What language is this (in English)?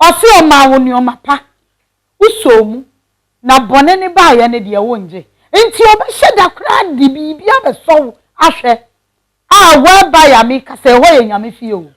Akan